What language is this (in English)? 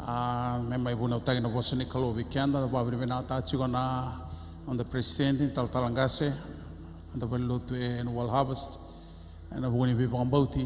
Fijian